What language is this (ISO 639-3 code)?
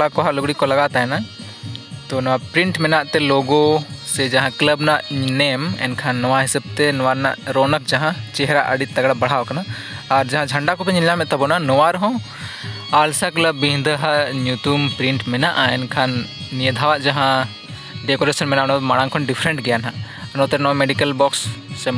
sat